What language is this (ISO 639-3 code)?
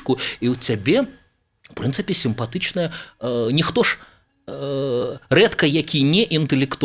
bel